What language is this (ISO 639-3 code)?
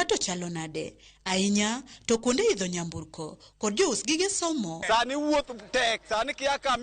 luo